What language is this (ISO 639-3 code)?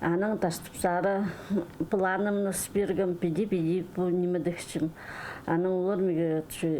kjh